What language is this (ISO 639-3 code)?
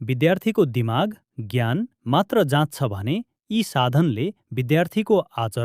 nep